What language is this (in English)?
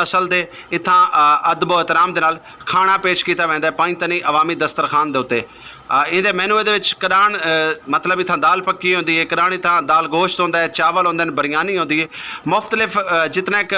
Saraiki